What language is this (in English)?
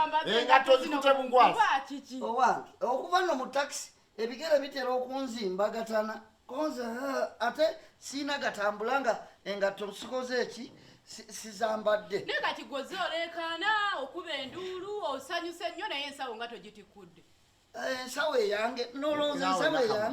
Ganda